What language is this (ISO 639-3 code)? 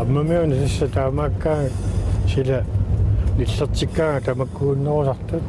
kal